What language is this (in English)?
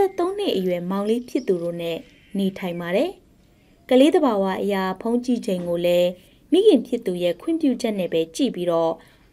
Burmese